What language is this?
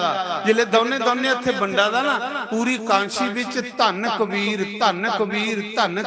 Dogri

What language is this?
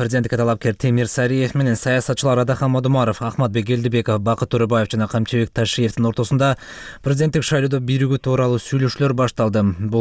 Kyrgyz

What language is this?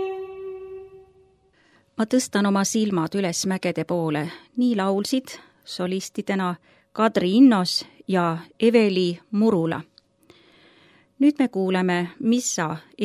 Estonian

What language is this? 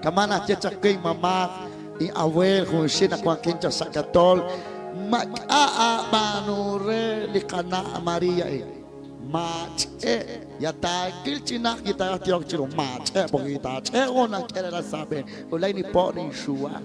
Kekchí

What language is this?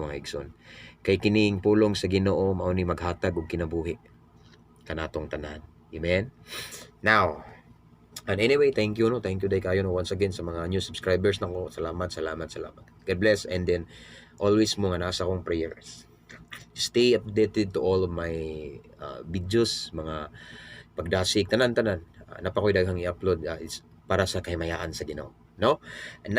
Cebuano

